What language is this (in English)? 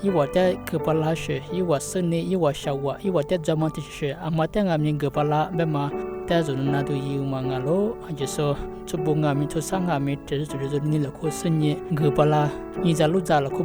Lisu